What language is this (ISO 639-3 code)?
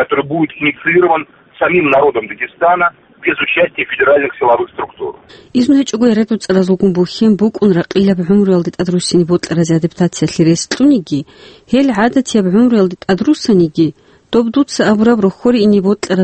ava